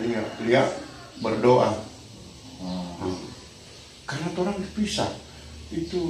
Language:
Manado Malay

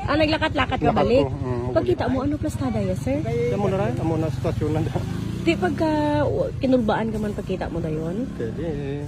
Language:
Hiligaynon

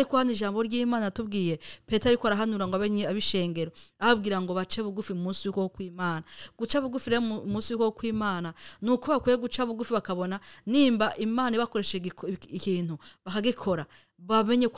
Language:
Rundi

